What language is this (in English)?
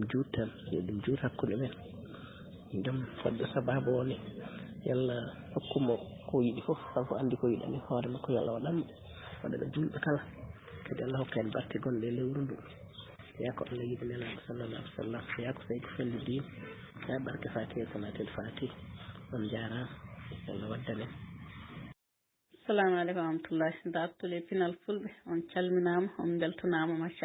Fula